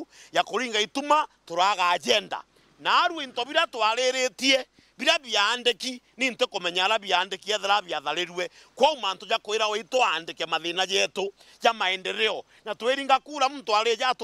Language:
Meru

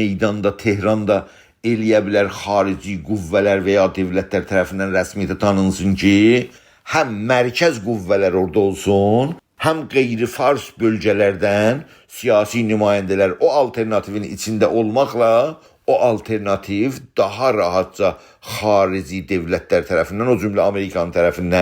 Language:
South Azerbaijani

